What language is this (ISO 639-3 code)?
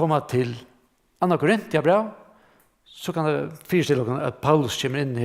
fao